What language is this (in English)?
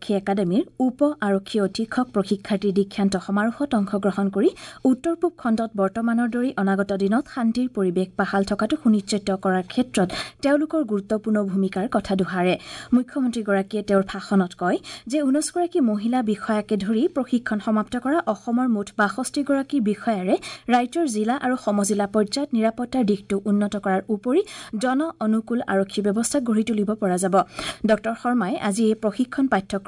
Assamese